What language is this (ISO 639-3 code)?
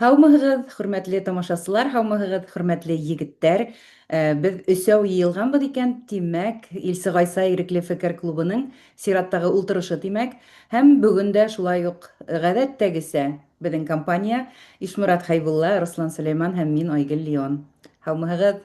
bak